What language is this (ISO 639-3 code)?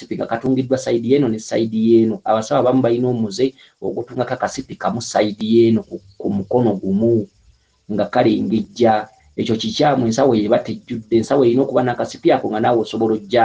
lug